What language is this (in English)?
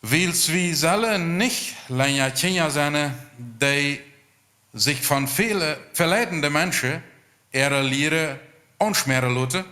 Plautdietsch